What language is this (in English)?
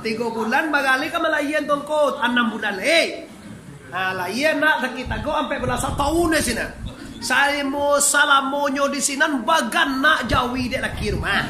Minangkabau